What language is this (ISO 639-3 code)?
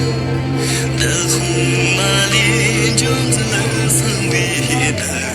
bod